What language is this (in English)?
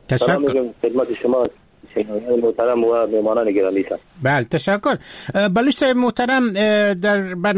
Persian